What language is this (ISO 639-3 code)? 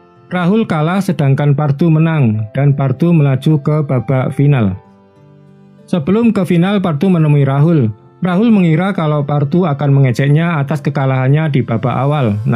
ind